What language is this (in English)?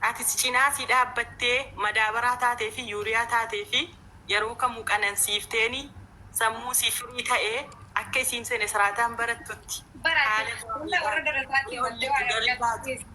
Oromo